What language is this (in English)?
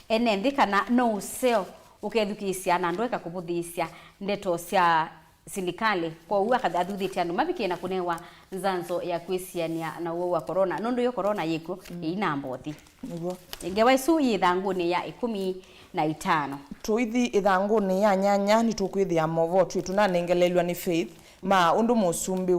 Kamba